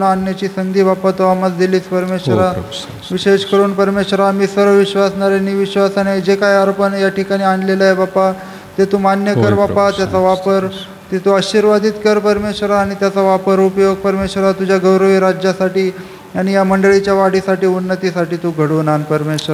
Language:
Marathi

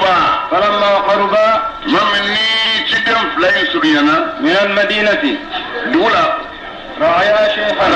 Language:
Bambara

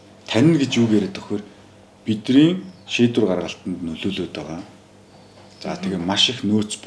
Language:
Mongolian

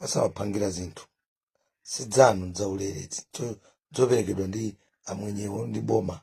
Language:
Nyanja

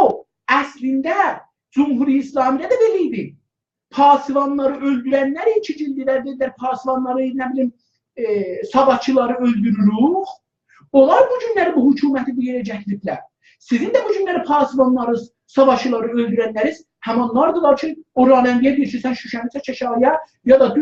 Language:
South Azerbaijani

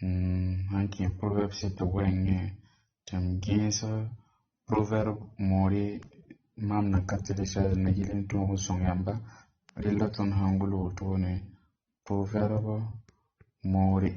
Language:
Mossi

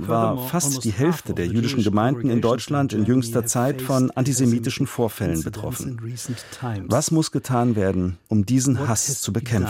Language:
German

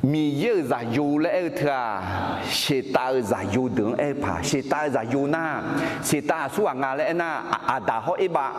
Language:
Akha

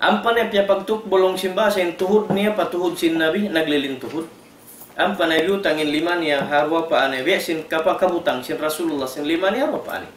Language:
Tausug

